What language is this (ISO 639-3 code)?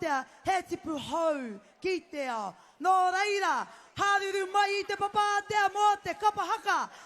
mri